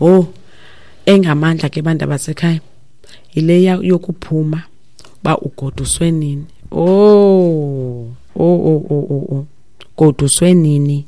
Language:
Xhosa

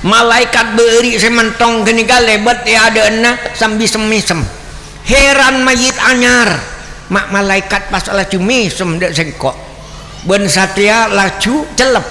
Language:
Madurese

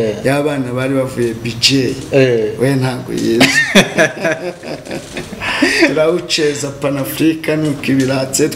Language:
Kinyarwanda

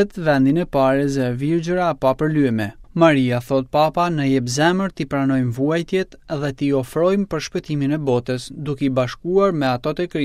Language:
Albanian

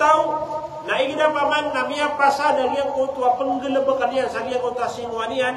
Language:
Maranao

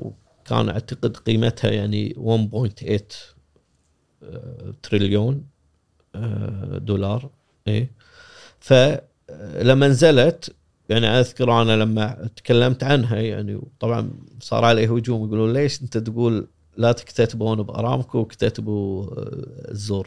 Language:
Gulf Arabic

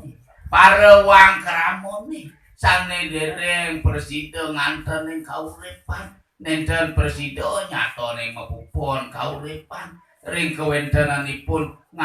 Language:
Balinese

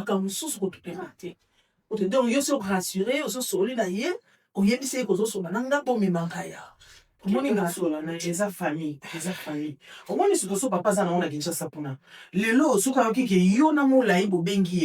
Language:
Lingala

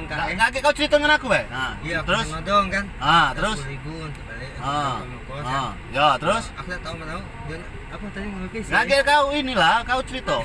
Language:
Musi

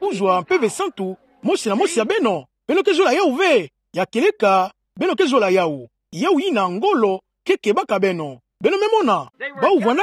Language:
Kituba (Democratic Republic of Congo)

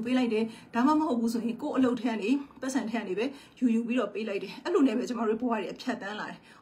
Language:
Burmese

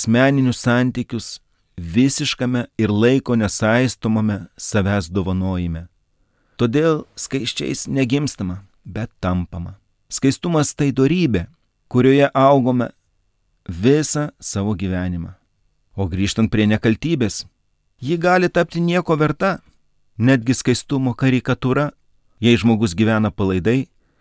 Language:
Lithuanian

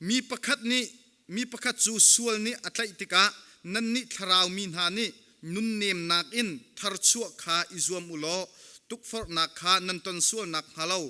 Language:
Hakha Chin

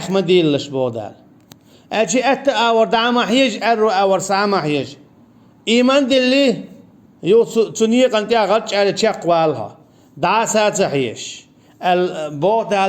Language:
Chechen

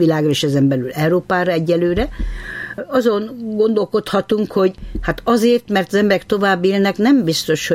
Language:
Hungarian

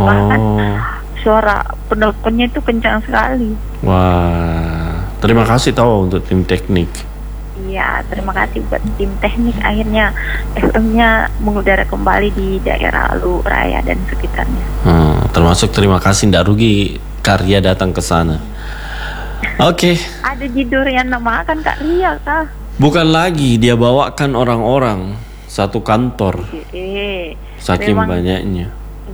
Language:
Indonesian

